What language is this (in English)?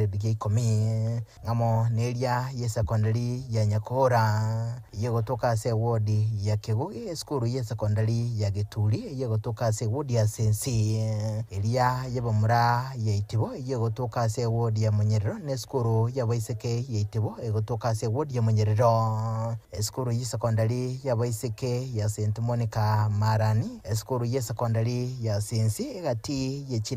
Gusii